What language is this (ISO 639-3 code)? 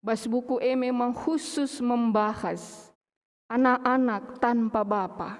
btx